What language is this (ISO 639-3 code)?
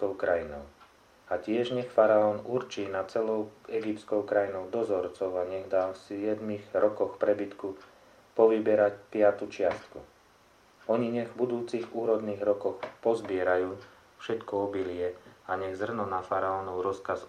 slk